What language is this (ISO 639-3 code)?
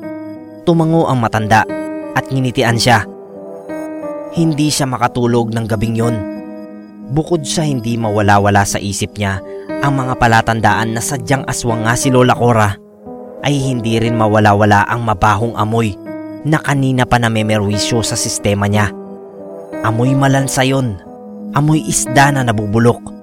fil